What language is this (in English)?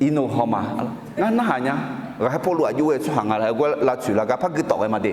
Akha